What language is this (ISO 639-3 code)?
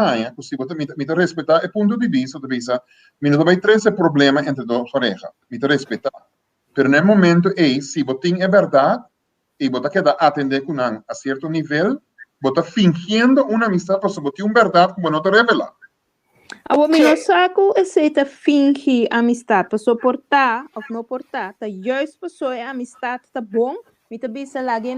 pap